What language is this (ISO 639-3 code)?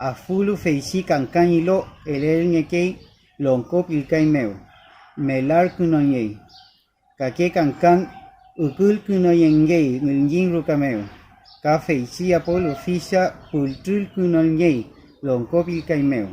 arn